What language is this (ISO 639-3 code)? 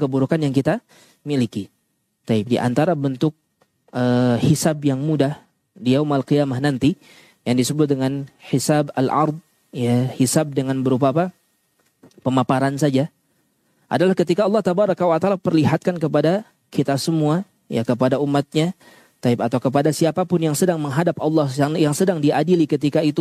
ind